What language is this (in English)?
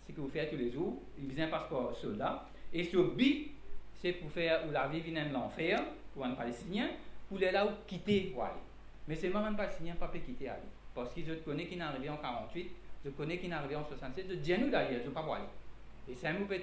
Morisyen